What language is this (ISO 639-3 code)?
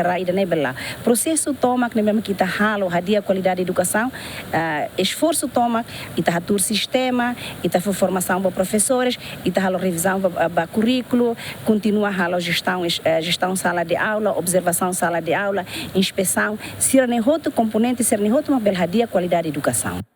tet